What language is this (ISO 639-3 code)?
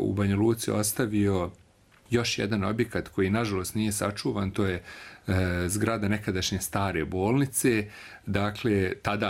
srp